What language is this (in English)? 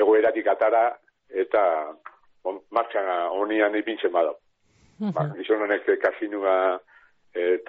Basque